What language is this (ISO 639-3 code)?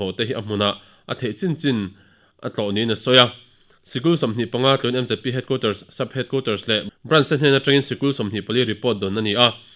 lus